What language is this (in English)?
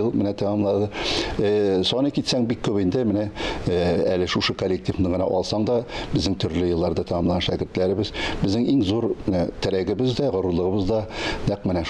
Tatar